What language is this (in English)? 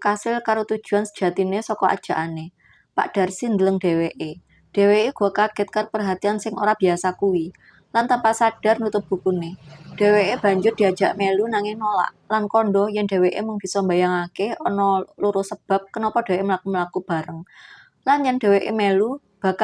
Javanese